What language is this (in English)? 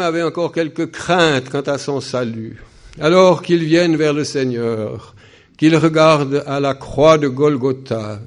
French